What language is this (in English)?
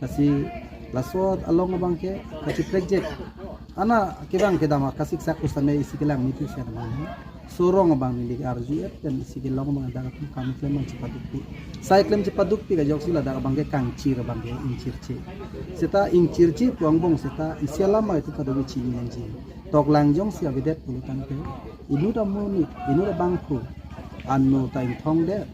Karbi